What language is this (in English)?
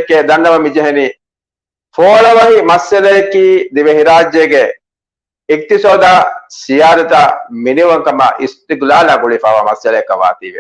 Divehi